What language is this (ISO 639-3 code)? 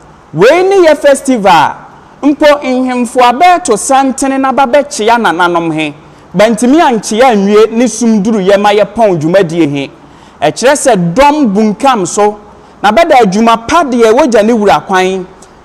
aka